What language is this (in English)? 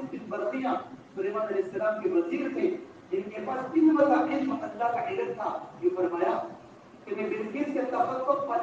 Urdu